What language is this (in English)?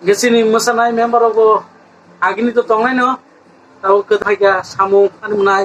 Kok Borok